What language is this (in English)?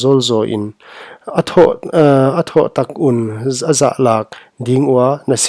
Paite Chin